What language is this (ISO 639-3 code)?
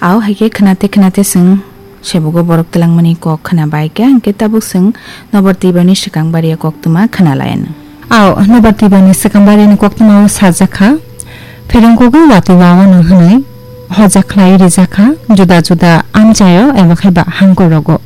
trp